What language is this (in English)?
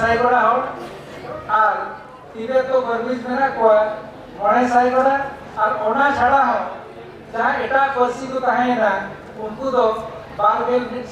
Santali